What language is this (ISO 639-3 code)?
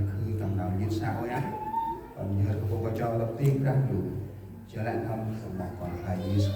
cmo